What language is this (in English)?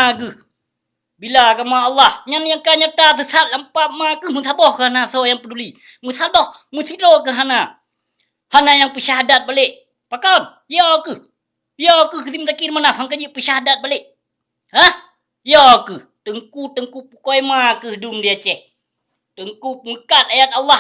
Achinese